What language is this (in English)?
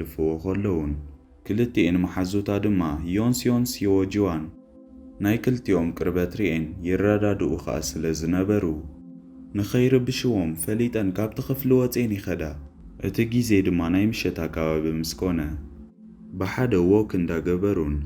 Tigrinya